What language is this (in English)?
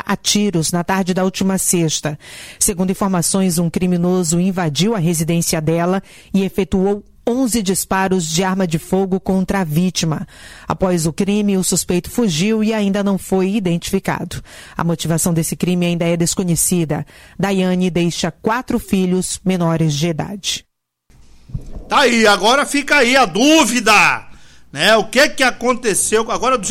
Portuguese